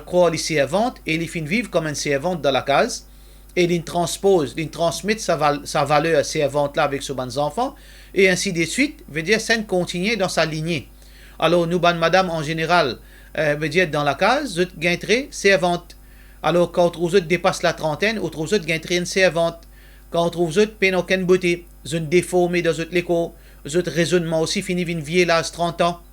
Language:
Morisyen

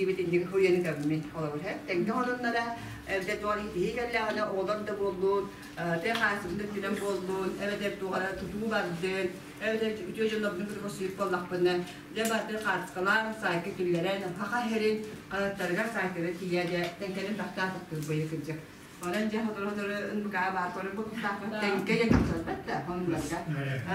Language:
Yakut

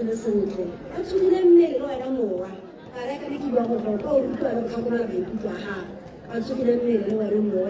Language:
Tswana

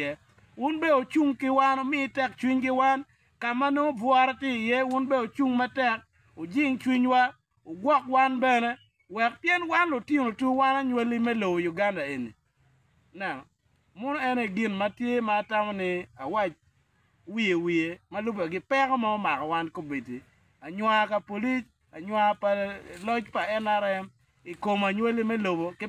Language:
Acoli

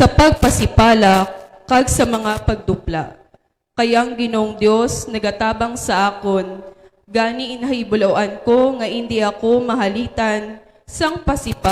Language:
Hiligaynon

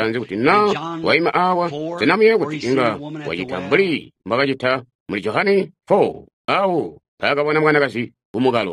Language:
Tonga (Zambia)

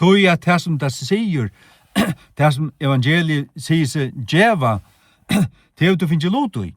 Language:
Faroese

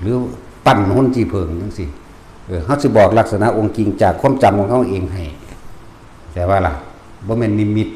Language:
Northeastern Thai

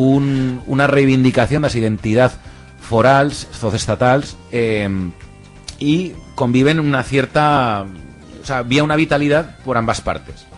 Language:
Aragonese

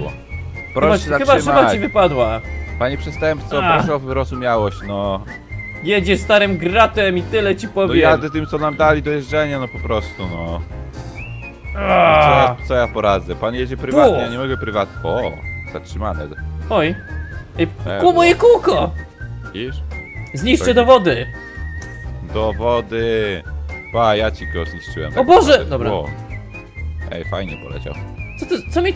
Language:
Polish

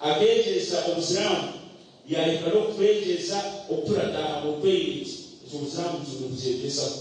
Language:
Nyankole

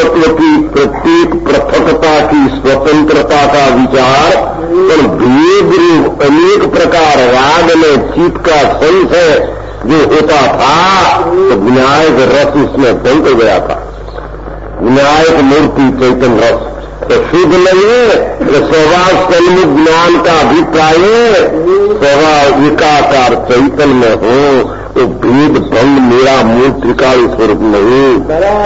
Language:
Hindi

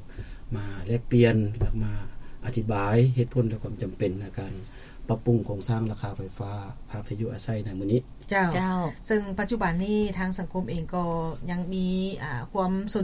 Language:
Lao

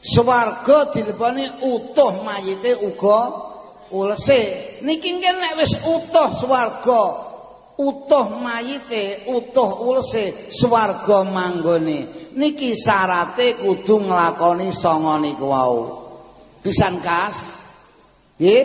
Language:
Javanese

